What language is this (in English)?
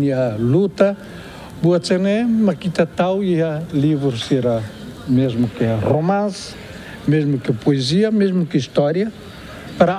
Tetum